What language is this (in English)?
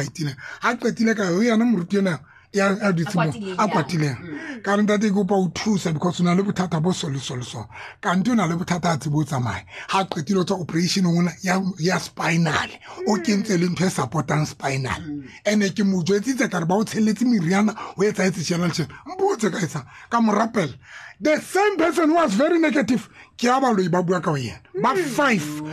Tswana